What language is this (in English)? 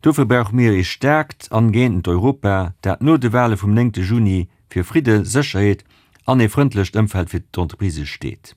Luxembourgish